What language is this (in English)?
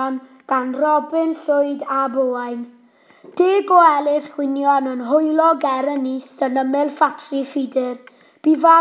Welsh